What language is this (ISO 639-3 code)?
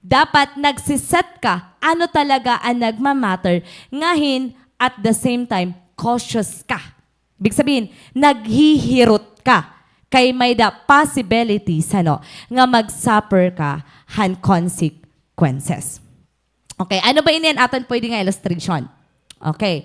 war